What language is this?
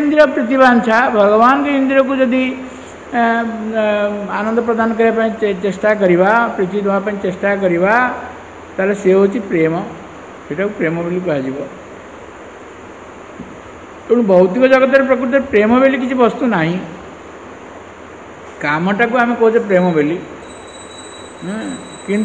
Odia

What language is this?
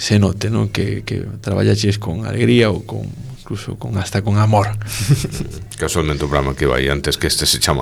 Galician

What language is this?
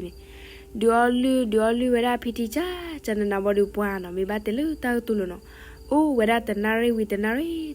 S'gaw Karen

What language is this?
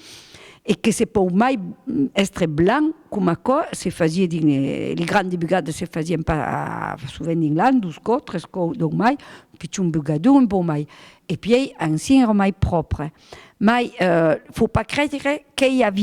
Occitan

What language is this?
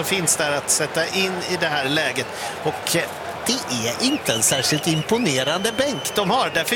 Swedish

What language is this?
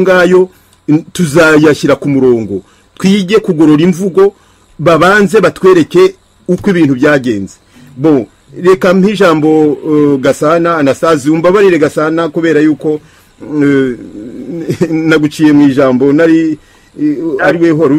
Kinyarwanda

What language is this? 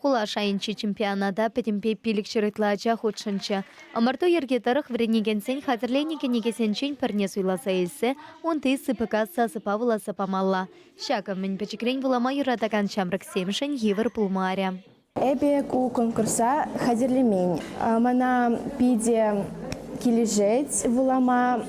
Chuvash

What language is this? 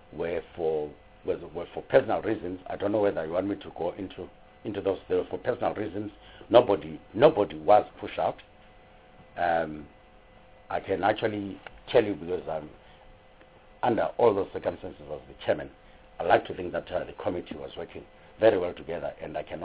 English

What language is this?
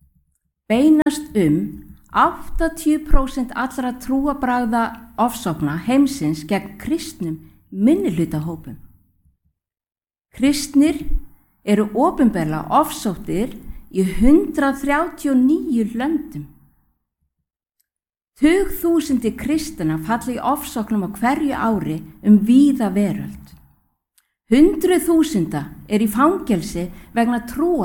Icelandic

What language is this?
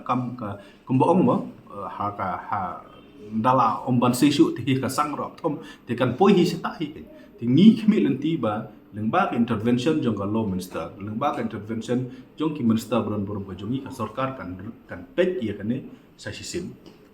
Khasi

